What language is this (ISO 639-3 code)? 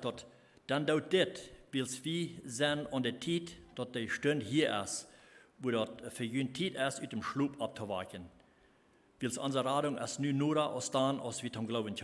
pdt